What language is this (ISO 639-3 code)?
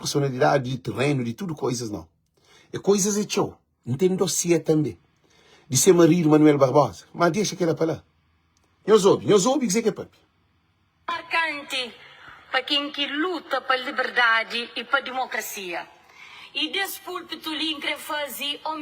kea